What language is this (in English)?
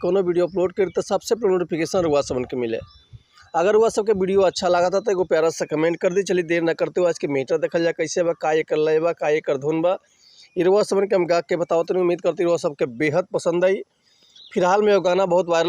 Bhojpuri